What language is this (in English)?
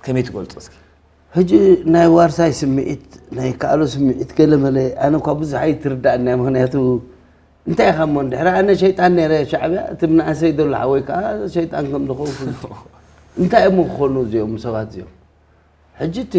Tigrinya